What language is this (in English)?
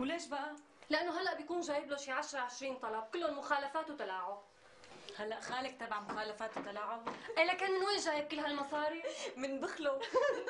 North Levantine Arabic